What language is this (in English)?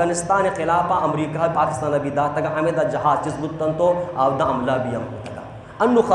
Baluchi